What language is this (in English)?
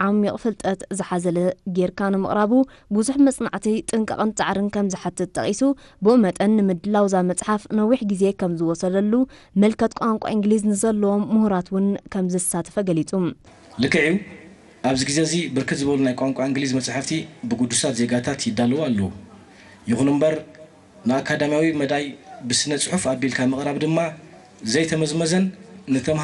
Tigrinya